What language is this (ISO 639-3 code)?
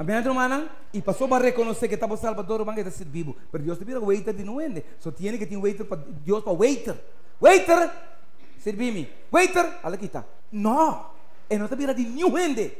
pap